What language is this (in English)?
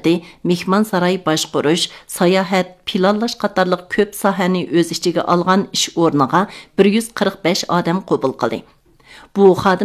Uyghur